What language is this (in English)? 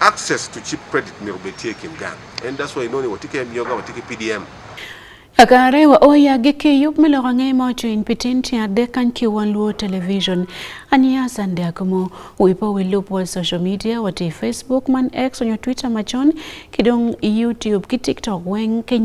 Acoli